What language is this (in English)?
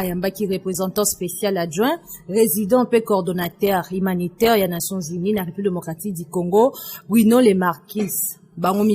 Lingala